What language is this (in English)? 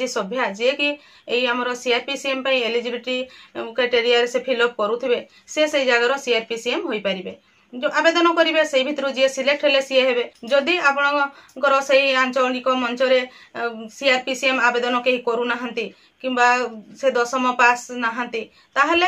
Odia